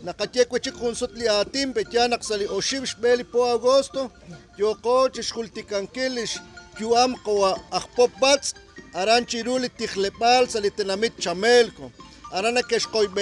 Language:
Kekchí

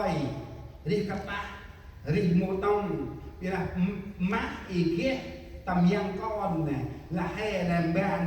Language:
Central Mnong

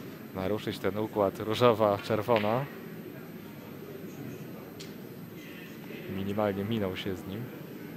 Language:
Polish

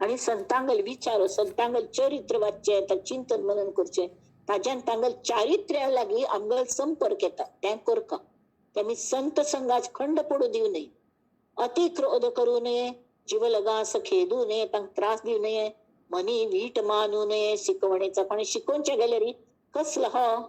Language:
Konkani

